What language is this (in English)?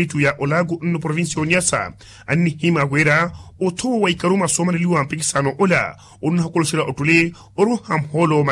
Makhuwa